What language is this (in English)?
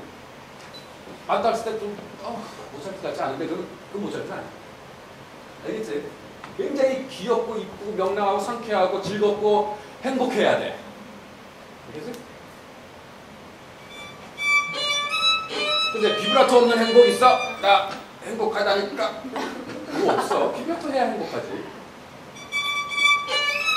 Korean